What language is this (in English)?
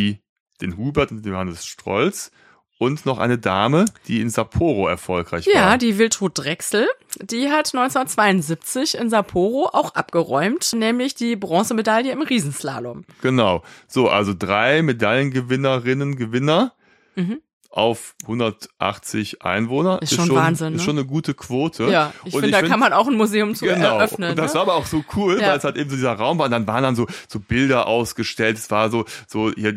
German